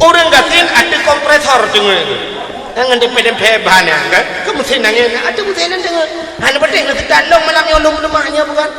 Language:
Achinese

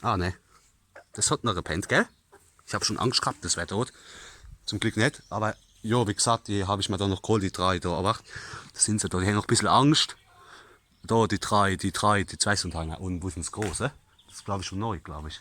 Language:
Palatine German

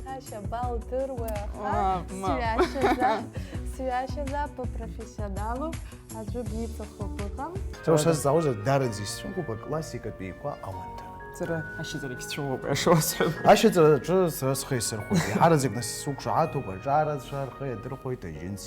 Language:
Abkhazian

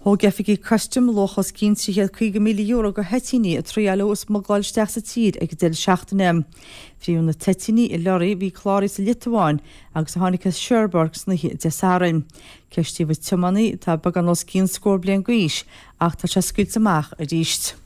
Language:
Irish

